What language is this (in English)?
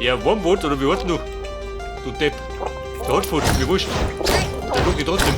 Bavarian